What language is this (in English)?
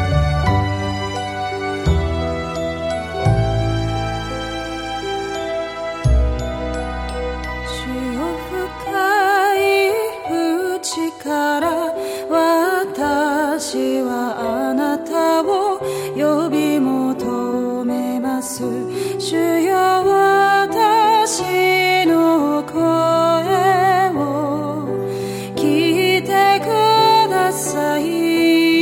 Japanese